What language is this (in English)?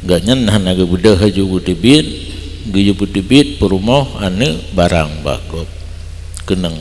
Achinese